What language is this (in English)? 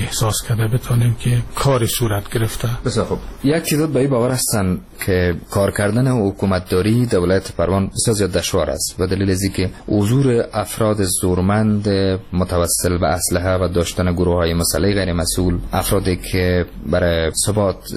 Persian